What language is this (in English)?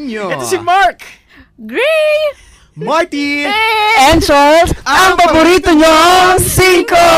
Filipino